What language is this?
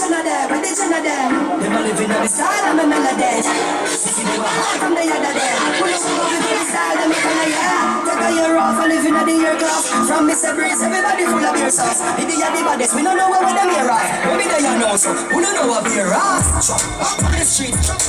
Jamaican Creole English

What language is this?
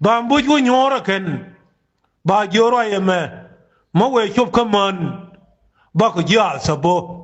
Nuer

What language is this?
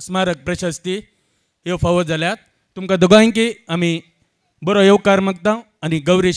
Konkani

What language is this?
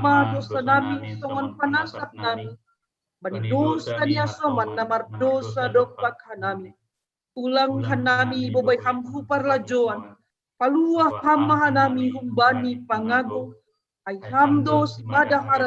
Batak Simalungun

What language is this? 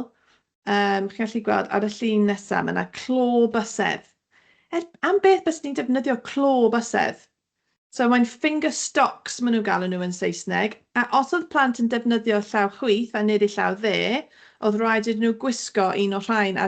Welsh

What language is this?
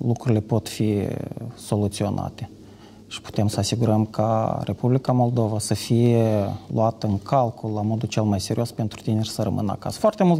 Romanian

